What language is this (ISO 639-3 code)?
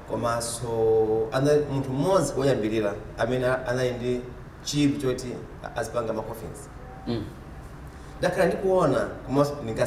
nya